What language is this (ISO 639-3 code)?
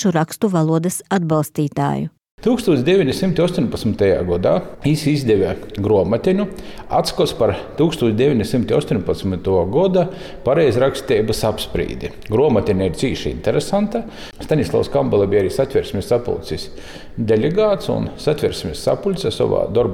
lav